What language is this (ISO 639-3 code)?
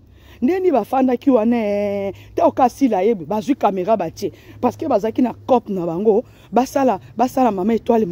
lin